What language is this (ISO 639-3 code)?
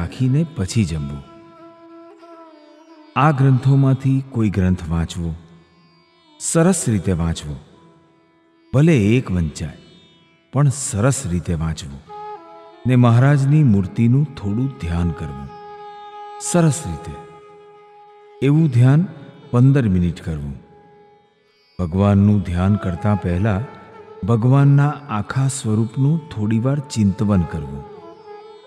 guj